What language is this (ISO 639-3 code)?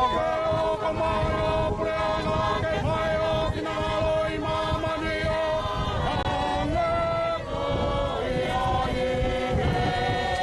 ton